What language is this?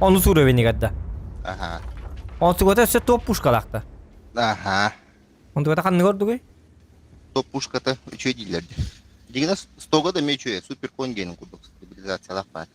Yakut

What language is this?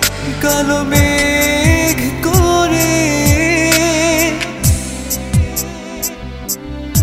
Bangla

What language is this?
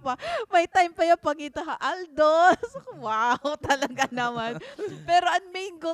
Waray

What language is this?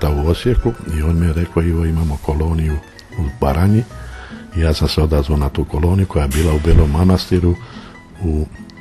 Croatian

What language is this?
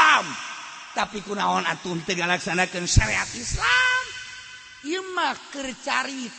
Sundanese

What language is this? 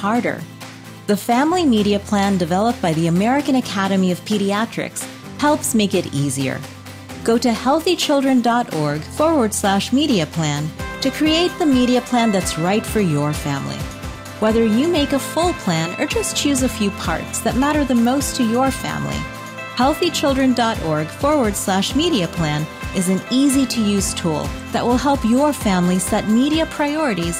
English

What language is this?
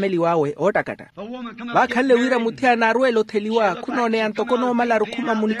Makhuwa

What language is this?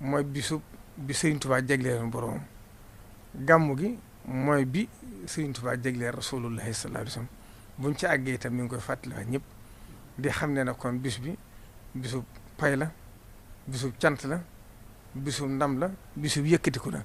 Wolof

